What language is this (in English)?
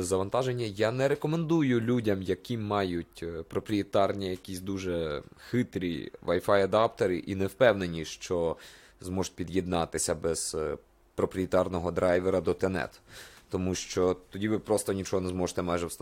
Ukrainian